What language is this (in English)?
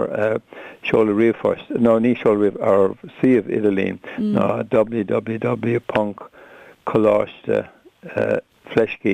Irish